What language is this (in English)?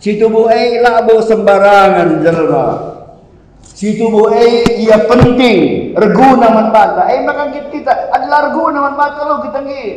Batak Karo